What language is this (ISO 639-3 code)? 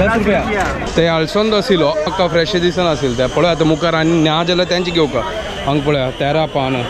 kok